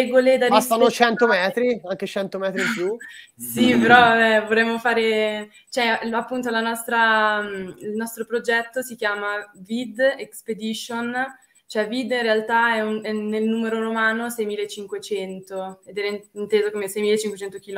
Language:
Italian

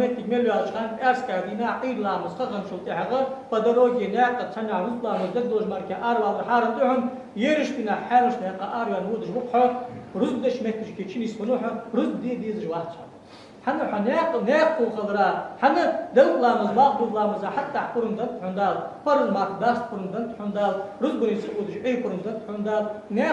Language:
Ingush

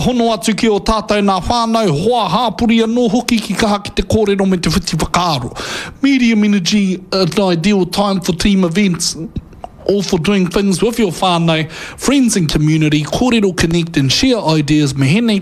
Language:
Māori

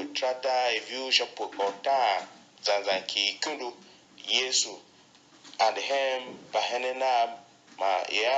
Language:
Tiv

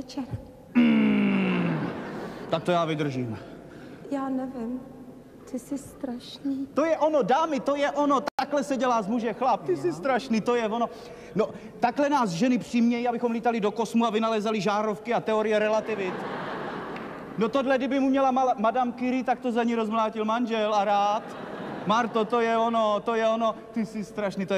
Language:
Czech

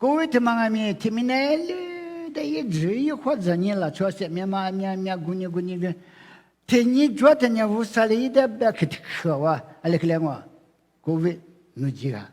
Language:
Lisu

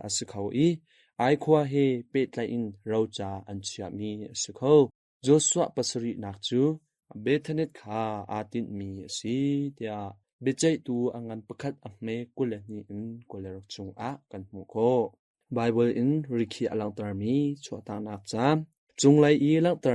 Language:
Hakha Chin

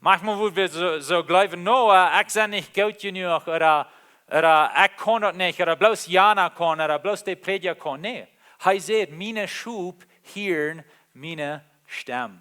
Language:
Plautdietsch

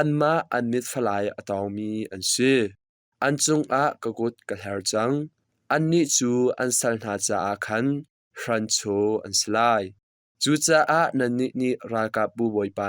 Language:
Hakha Chin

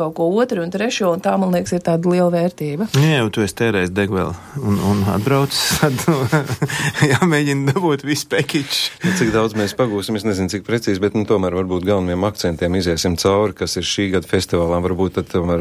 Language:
Latvian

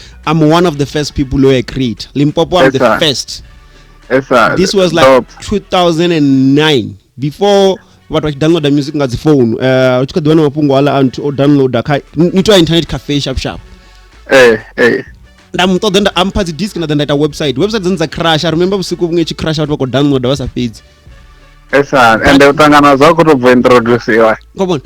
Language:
Venda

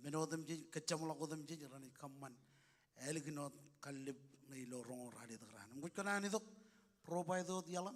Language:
Marshallese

